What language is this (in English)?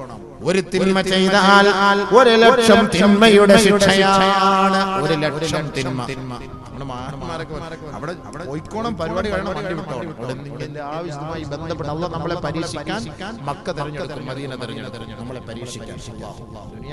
Malayalam